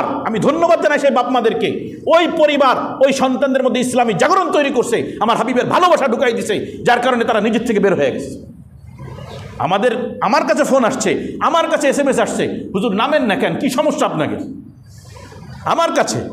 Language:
Bangla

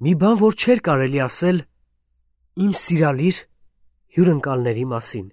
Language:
Armenian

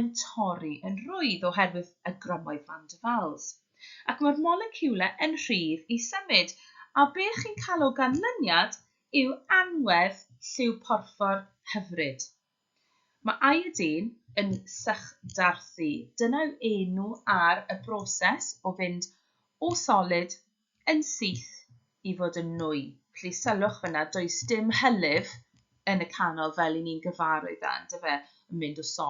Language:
Welsh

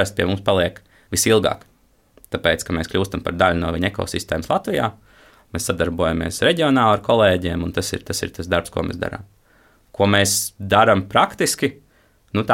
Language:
Latvian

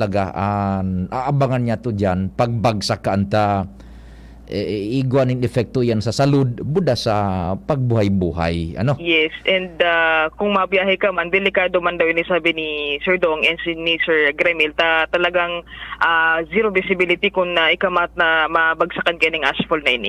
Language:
Bikol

